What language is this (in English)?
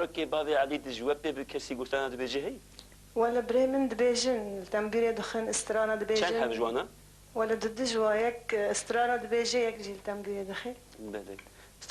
Kurdish